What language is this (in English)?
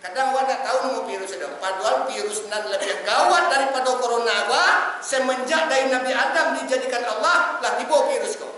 Minangkabau